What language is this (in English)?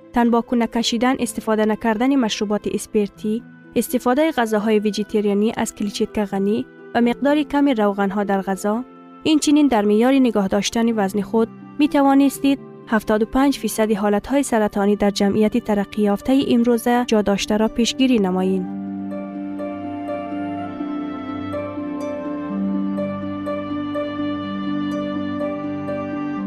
Persian